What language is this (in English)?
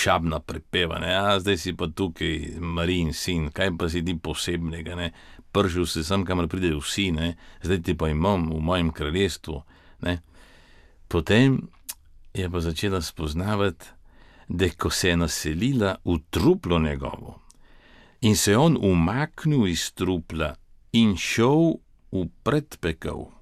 Slovenian